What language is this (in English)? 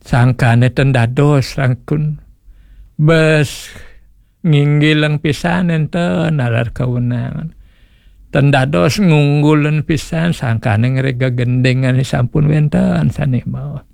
Balinese